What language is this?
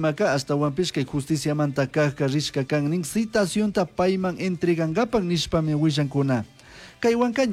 Chimborazo Highland Quichua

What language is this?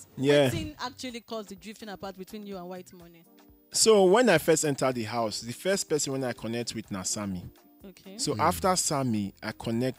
Nigerian Pidgin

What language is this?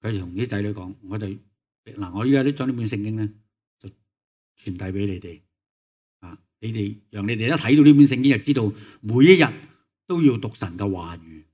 Cantonese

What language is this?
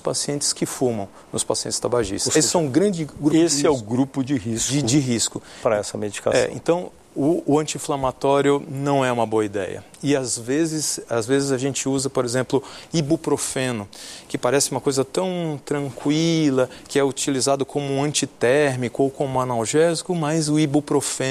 Portuguese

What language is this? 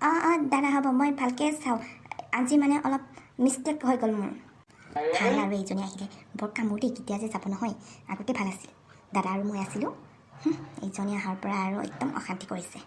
Assamese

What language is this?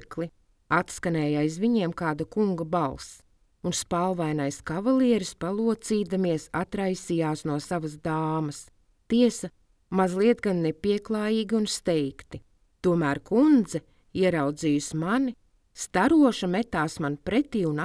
Latvian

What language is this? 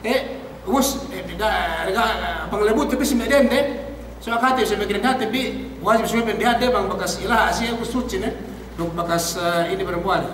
Yakan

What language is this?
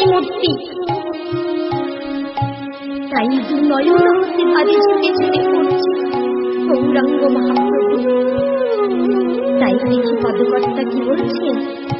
Bangla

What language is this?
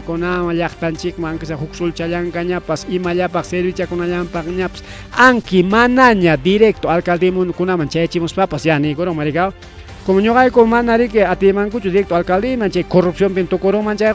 Ayacucho Quechua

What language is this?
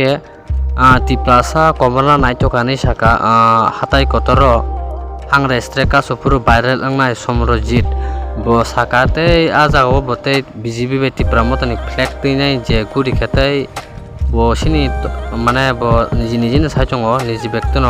Kok Borok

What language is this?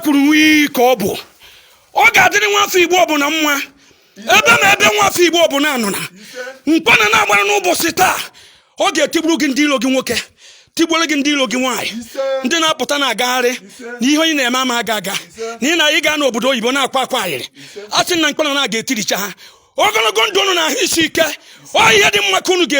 Igbo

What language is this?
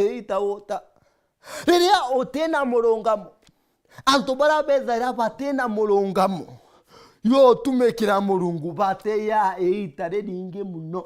Meru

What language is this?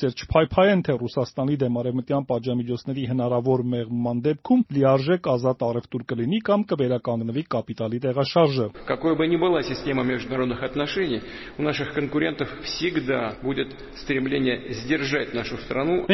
Armenian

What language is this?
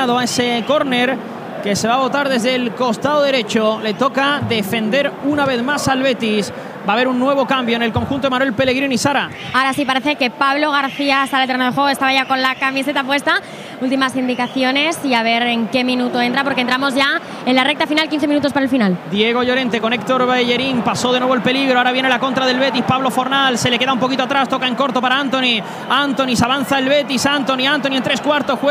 Spanish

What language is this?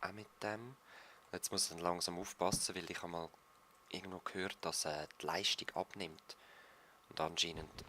Swiss German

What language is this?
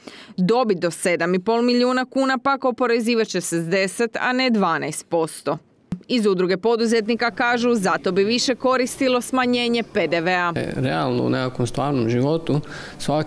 Croatian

